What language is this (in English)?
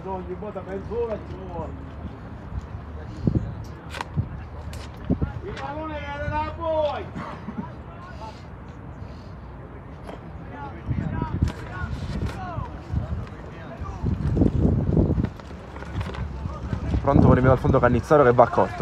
Italian